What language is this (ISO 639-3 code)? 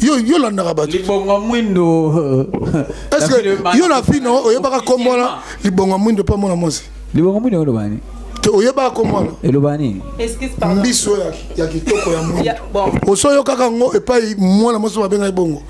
lin